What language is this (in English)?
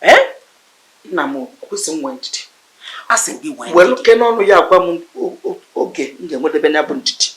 Igbo